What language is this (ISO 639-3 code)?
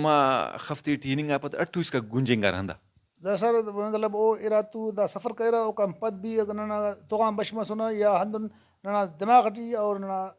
brh